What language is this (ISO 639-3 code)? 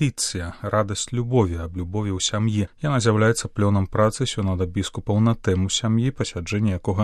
bel